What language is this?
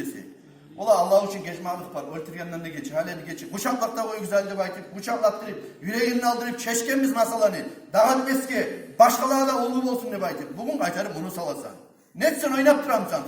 Kumyk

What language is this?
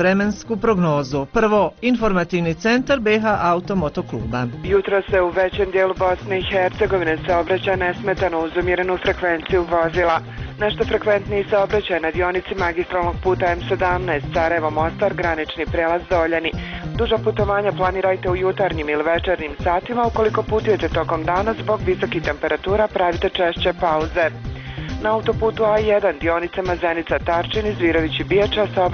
Bosnian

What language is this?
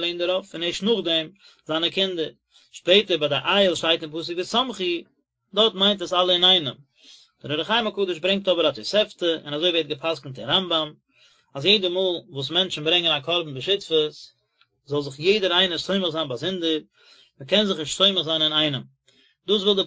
Yiddish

